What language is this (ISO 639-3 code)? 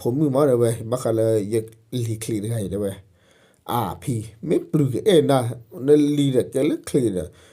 ksw